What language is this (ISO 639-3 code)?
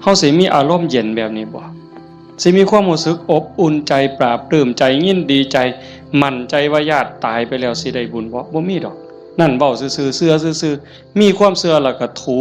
tts